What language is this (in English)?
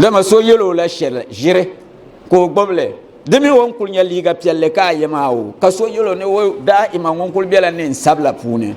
Dagbani